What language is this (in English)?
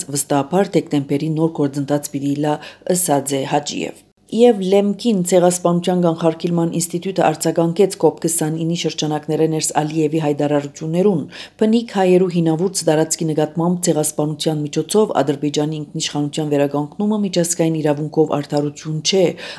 Armenian